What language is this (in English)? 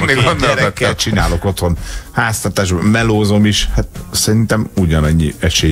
Hungarian